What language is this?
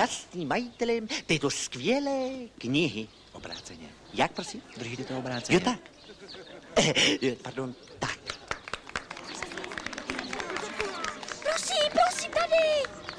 Czech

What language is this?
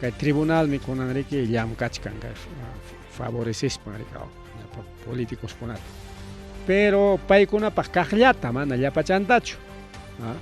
Ayacucho Quechua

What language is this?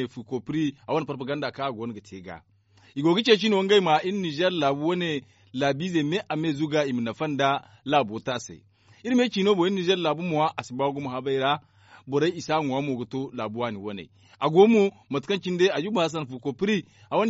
Zarma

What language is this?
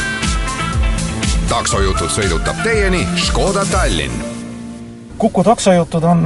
Estonian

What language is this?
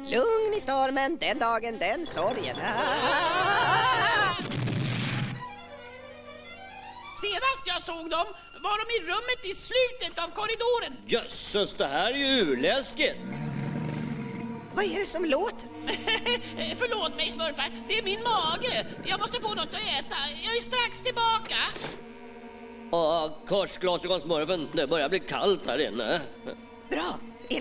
Swedish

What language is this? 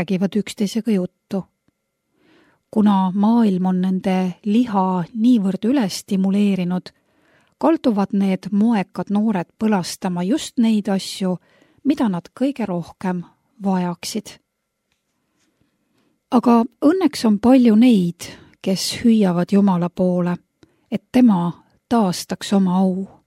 Estonian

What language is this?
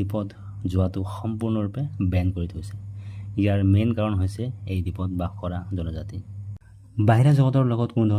Assamese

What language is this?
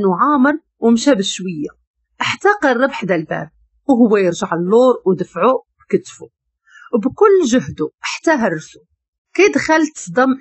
Moroccan Arabic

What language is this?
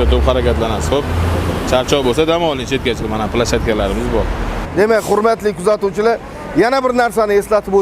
Uzbek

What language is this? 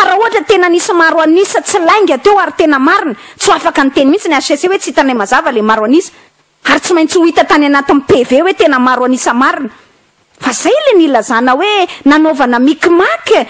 Malagasy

